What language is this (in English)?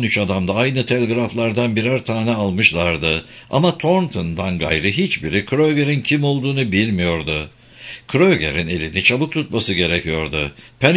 Turkish